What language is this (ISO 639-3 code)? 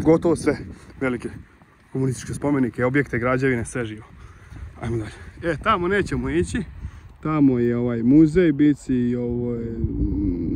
hrv